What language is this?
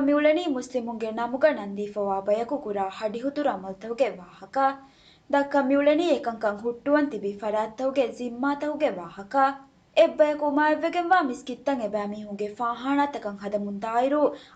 Divehi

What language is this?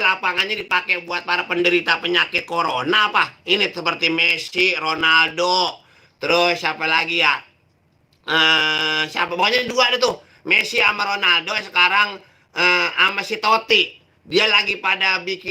Betawi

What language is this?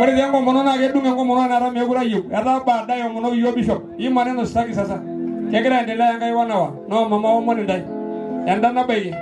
Masai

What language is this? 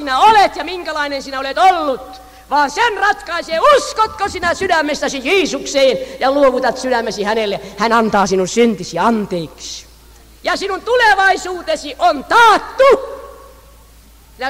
Finnish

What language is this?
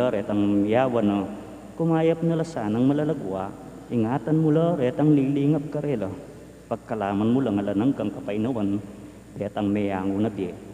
Pampanga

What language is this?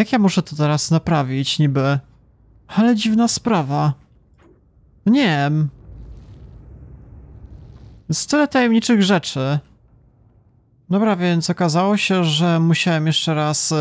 Polish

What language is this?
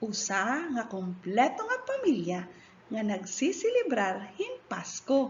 Waray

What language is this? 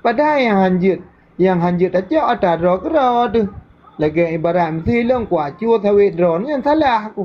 Achinese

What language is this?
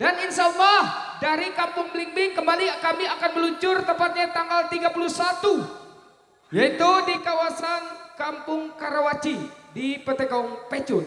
Betawi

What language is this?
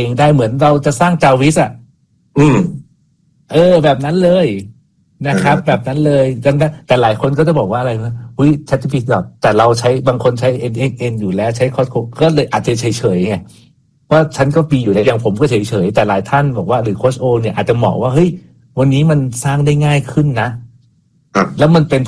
Thai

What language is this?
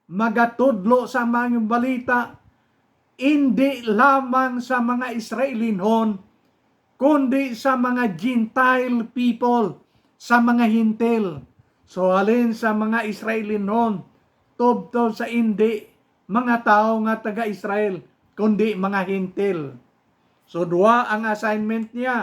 Hiligaynon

